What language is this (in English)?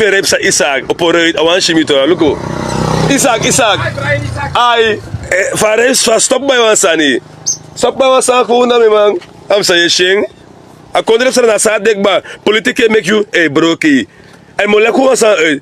Sranan Tongo